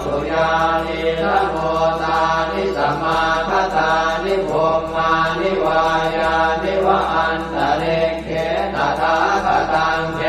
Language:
Pali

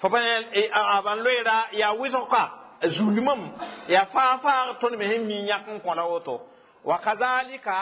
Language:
Mossi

